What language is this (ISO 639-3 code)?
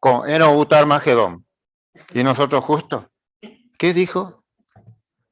grn